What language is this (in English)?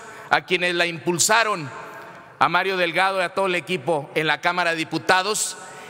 Spanish